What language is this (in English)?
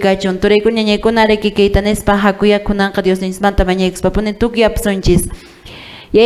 Quechua